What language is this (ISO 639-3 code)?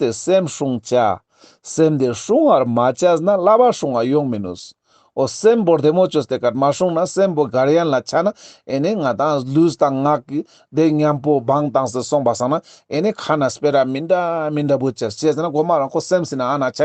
lbj